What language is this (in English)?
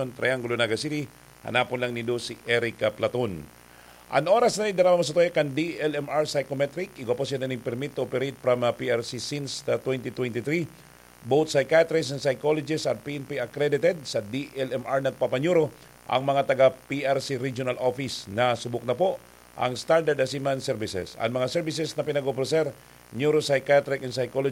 Bikol